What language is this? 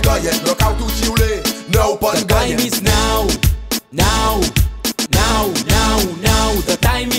Seselwa Creole French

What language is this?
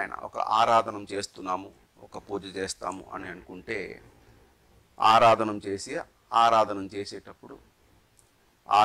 Telugu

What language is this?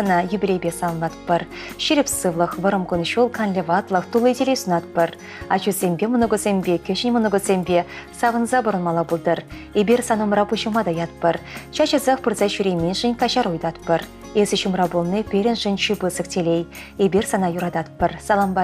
Chuvash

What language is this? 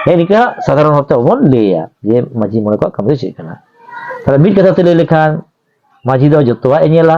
Santali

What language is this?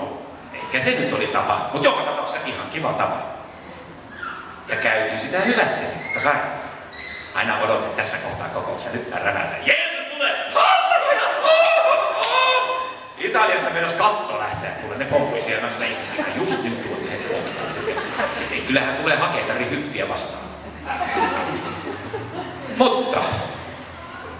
Finnish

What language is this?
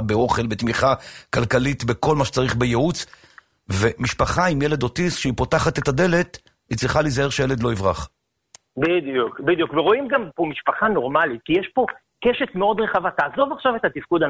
Hebrew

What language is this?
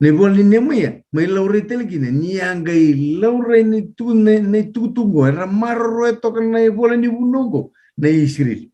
Fijian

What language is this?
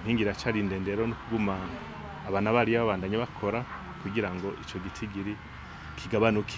Rundi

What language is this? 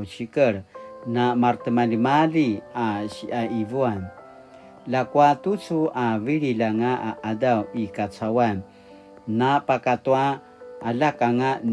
Paiwan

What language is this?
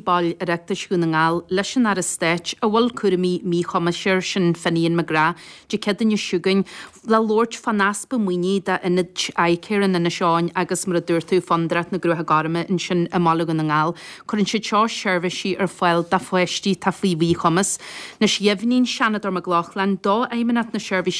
Irish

